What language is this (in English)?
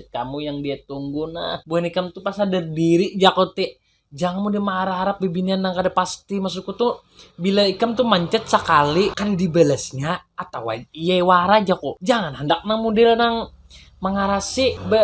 Banjar